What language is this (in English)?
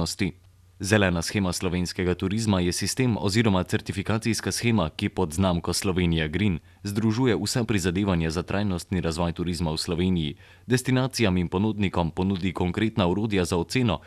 Slovenian